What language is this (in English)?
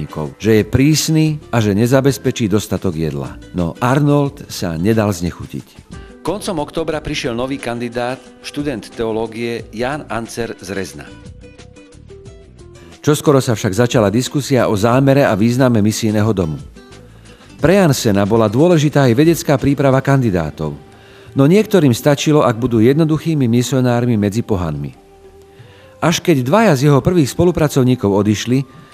Slovak